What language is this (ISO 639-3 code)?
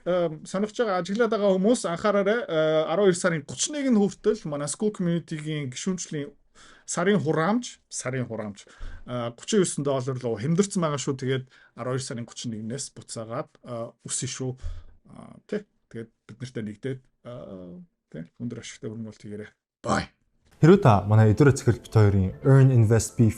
mon